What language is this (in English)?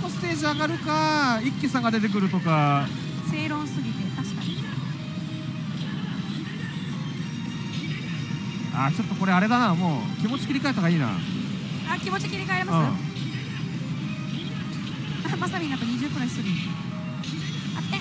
Japanese